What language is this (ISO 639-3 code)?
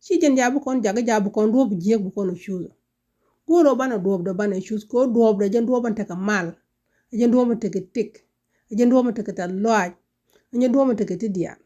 nus